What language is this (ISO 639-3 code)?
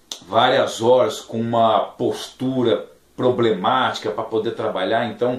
por